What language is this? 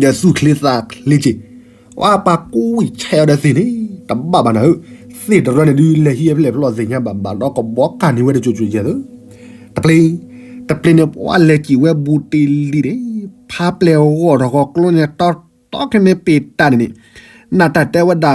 S'gaw Karen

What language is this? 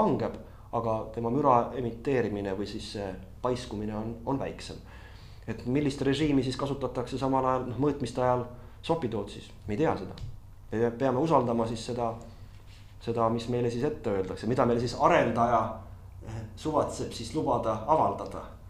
Estonian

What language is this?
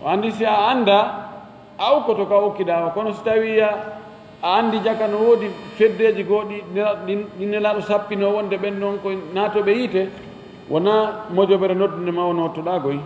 Fula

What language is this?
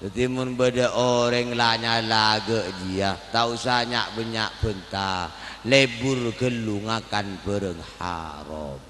Madurese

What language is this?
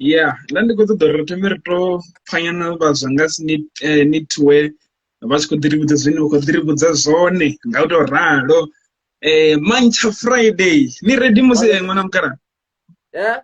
Venda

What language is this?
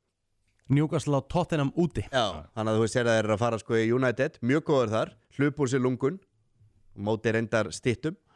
Icelandic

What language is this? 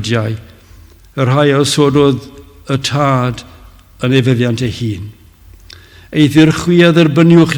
Welsh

